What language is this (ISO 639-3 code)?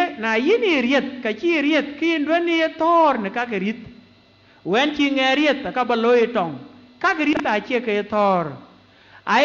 din